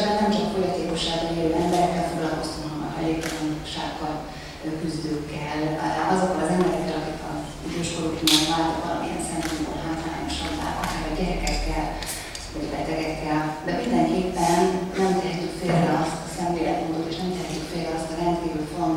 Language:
Hungarian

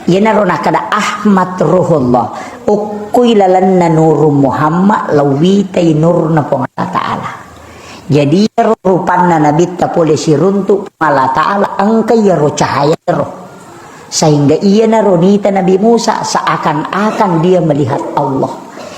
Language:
Buginese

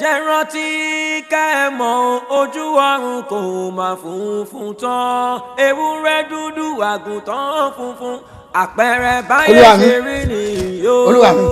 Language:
Yoruba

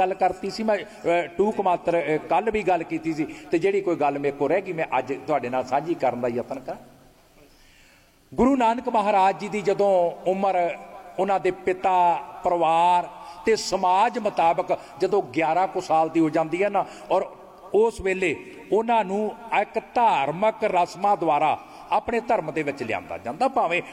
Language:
Punjabi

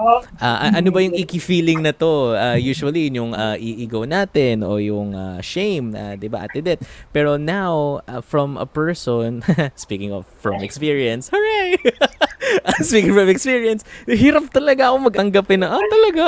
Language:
Filipino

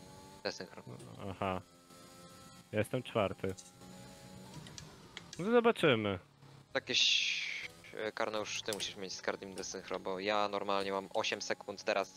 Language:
Polish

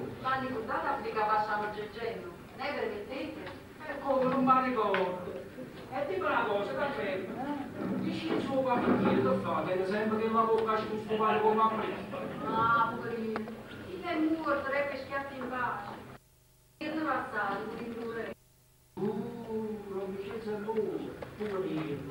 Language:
Neapolitan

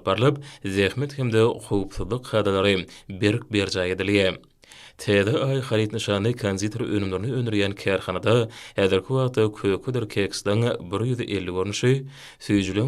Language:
Turkmen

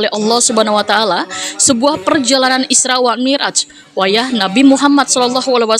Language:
Banjar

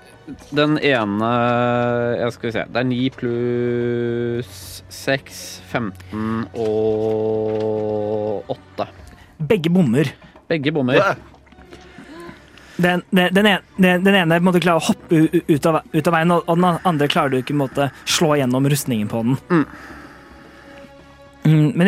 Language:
Norwegian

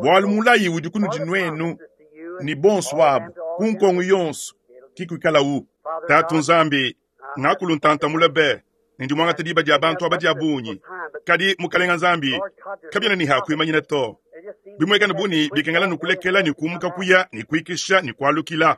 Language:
Luba-Lulua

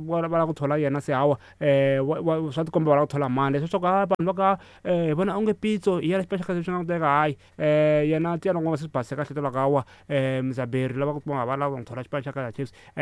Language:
Tsonga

